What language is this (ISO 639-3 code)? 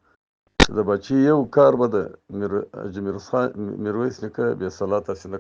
pus